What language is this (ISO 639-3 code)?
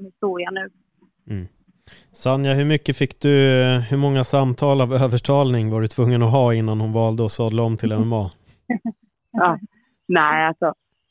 swe